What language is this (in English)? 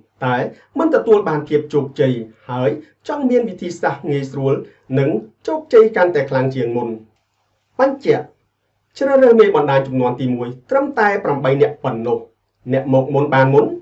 Khmer